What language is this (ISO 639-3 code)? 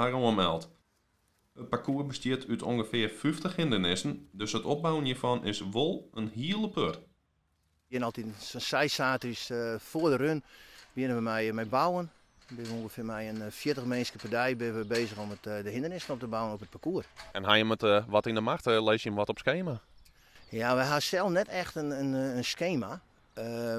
fry